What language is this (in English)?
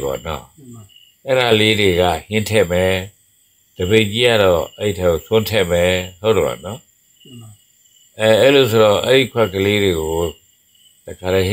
Burmese